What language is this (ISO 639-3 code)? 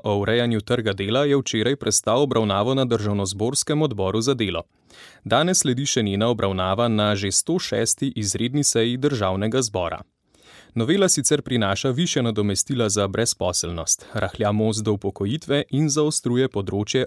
slv